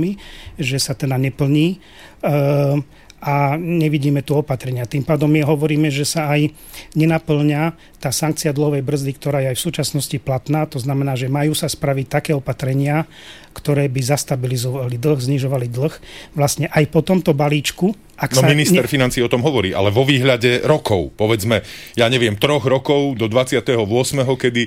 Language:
Slovak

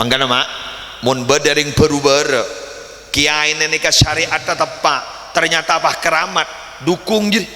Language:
Madurese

